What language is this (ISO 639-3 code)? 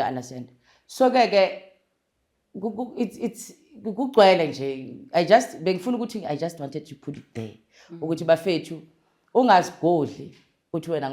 zul